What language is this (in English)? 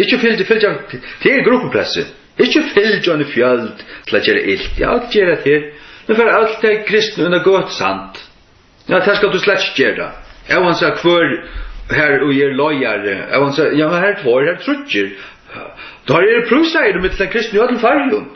Faroese